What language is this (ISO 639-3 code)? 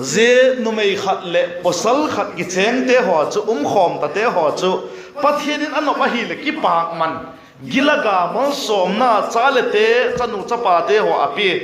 vap